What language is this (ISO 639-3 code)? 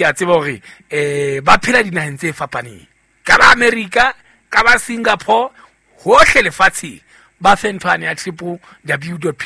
sot